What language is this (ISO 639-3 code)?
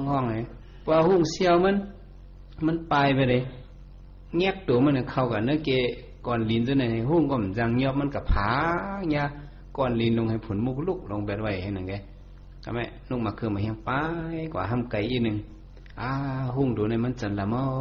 shn